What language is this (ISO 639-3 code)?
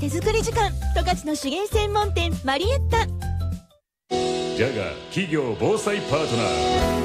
jpn